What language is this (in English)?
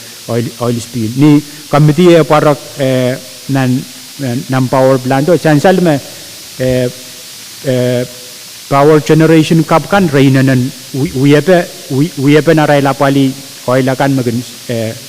Pohnpeian